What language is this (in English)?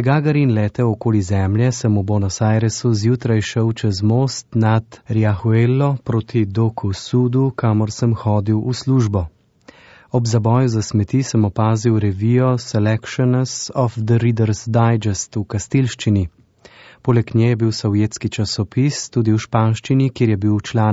Slovenian